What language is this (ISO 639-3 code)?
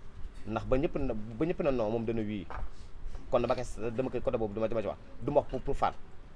wol